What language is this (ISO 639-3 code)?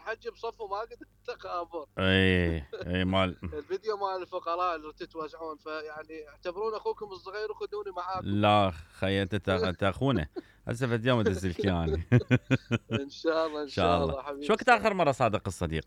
acm